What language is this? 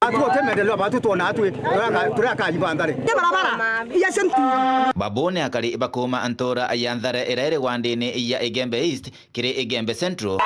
Meru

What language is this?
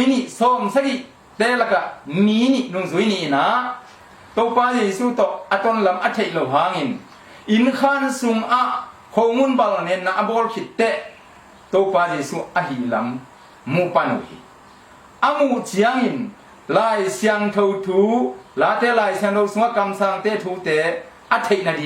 Tedim Chin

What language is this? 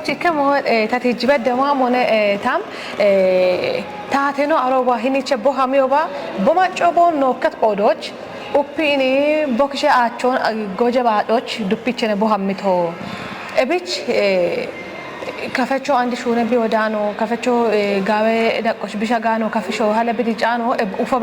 Kafa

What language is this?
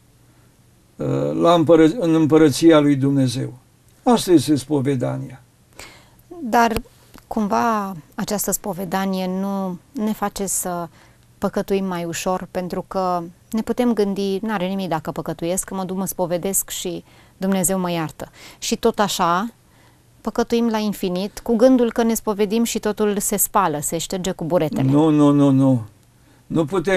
Romanian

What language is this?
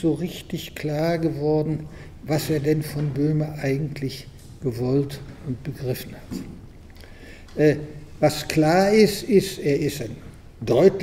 German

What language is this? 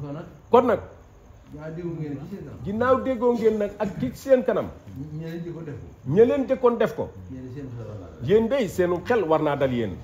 Wolof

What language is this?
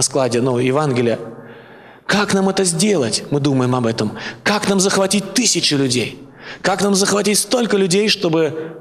Russian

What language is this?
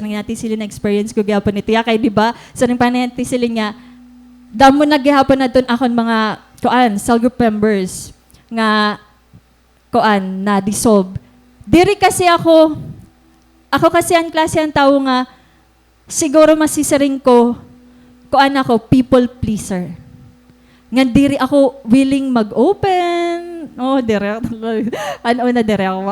Waray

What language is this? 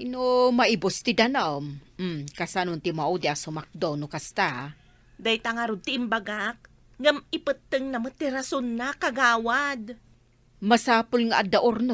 Iloko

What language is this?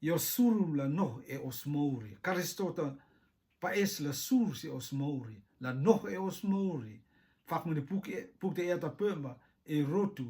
Rotuman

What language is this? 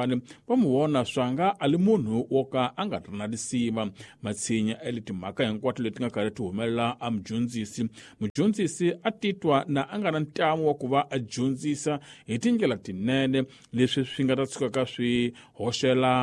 Tsonga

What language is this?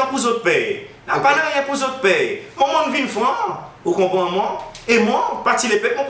Seselwa Creole French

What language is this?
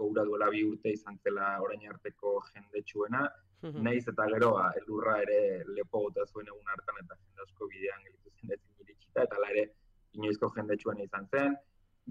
Basque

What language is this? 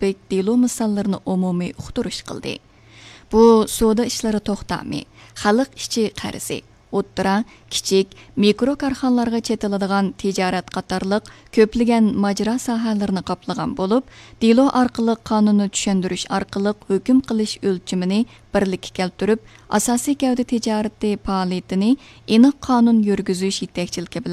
Uyghur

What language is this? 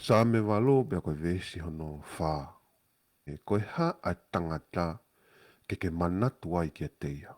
Tongan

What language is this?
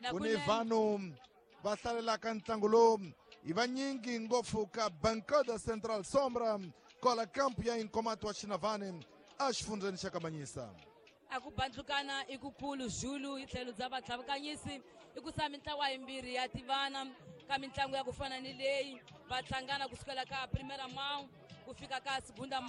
Tsonga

